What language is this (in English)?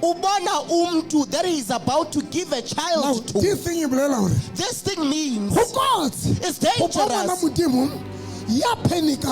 Southern Sotho